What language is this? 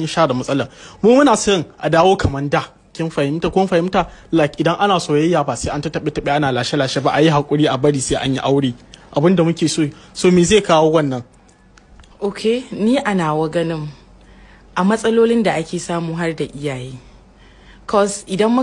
Hausa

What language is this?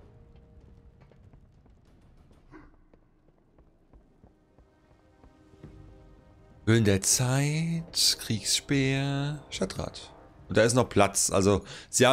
German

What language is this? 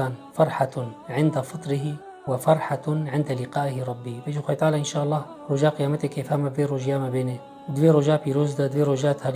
Kurdish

